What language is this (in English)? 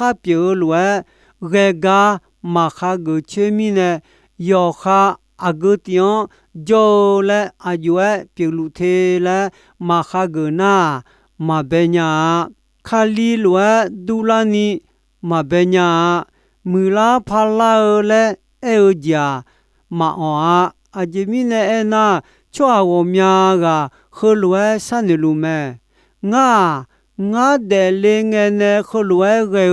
Akha